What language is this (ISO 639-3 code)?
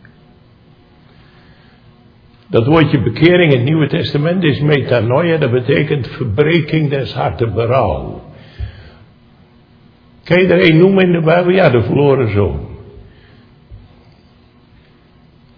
nld